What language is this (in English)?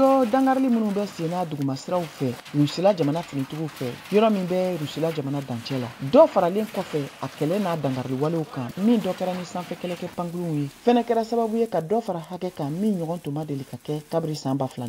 Bambara